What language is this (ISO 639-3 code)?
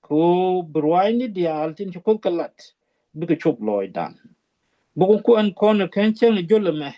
nus